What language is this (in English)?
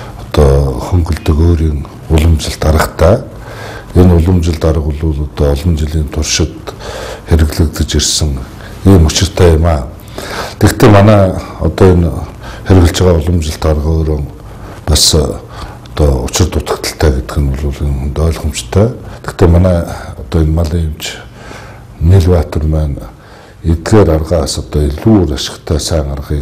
Mongolian